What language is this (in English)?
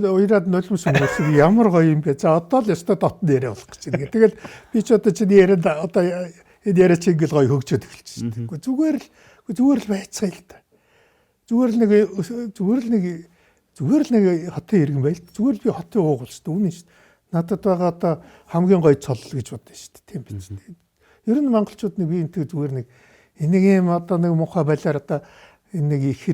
Mongolian